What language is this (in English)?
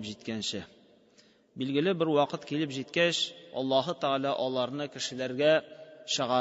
Tatar